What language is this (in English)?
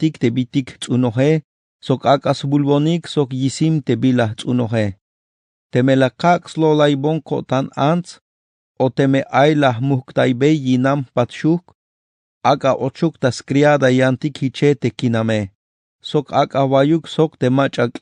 Tzeltal